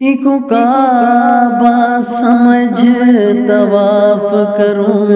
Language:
Saraiki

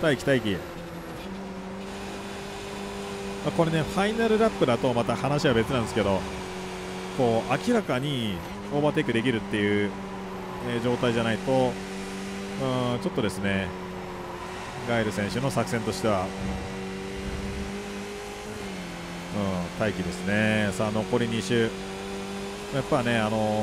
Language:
Japanese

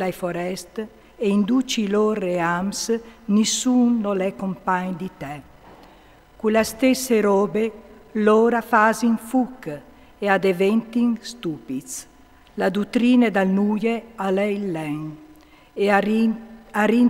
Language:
Friulian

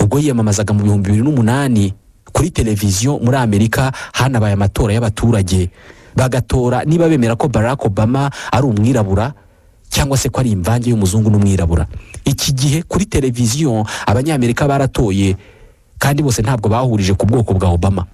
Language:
Kinyarwanda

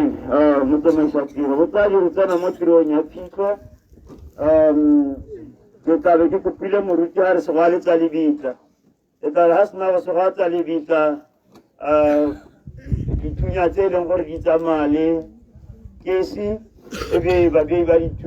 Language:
Tswana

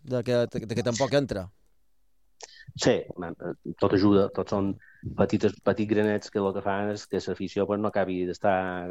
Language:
Catalan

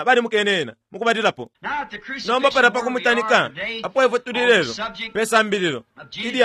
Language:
Bemba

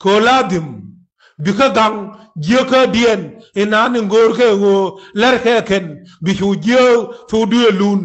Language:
Nuer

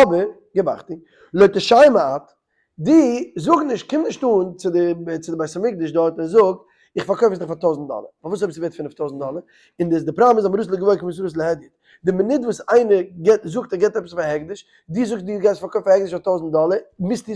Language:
Yiddish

